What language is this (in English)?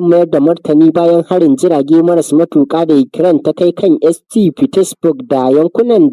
Hausa